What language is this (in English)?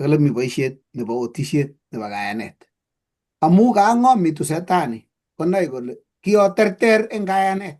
Kalenjin